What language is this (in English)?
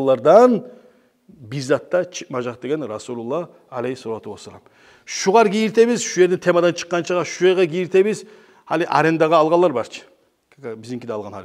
Kumyk